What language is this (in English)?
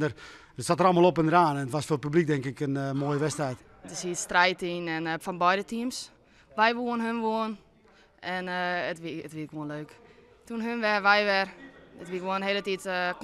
Western Frisian